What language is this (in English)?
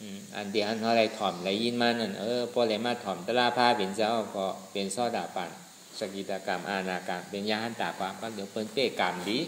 Shan